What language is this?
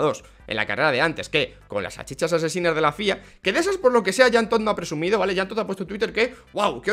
Spanish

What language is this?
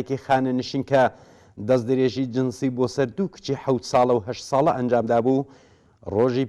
Central Kurdish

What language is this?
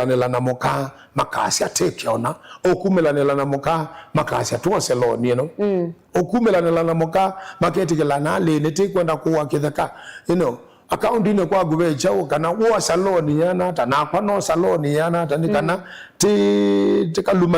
Kamba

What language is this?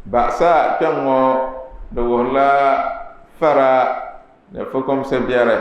Dagbani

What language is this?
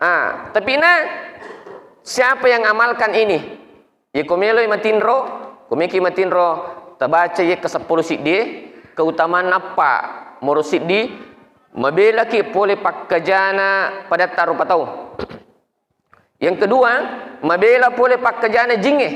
Buginese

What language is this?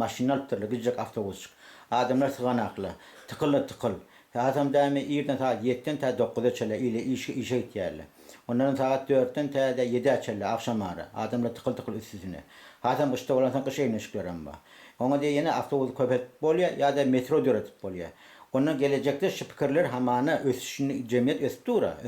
Turkmen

